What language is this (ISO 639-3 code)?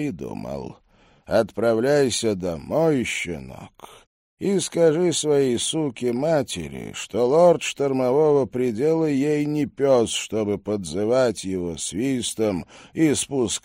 rus